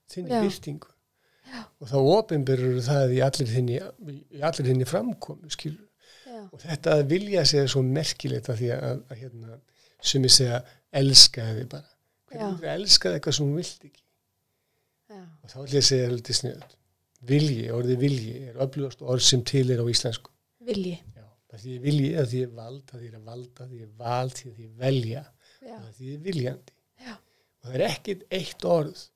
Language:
Icelandic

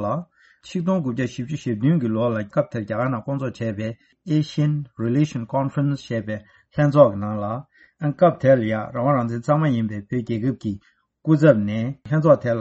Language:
Tibetan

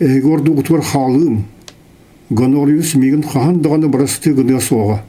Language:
Yakut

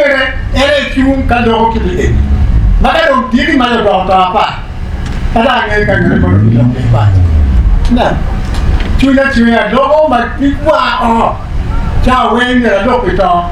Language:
Acoli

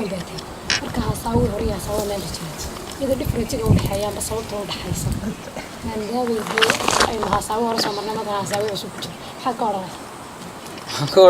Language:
Somali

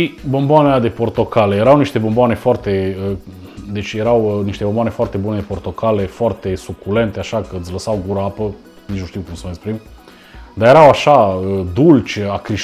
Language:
Romanian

